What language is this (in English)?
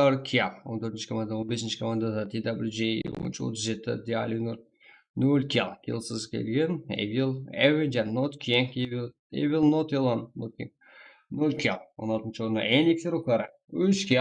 Kara-Kalpak